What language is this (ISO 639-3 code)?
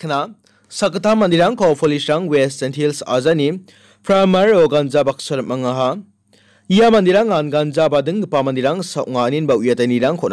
grt